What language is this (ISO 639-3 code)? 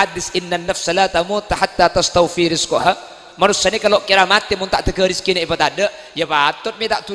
mad